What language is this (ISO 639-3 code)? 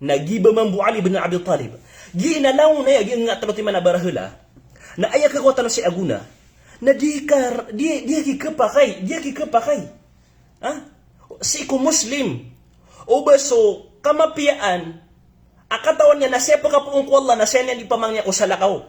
mrw